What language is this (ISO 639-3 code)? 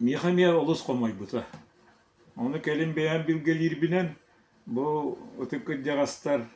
sah